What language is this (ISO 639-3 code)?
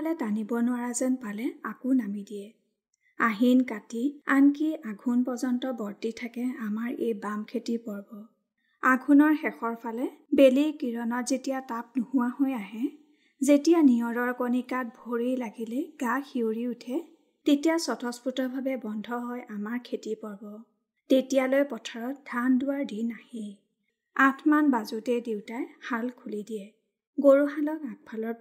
asm